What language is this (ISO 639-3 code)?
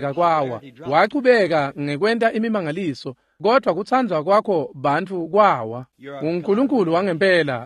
ssw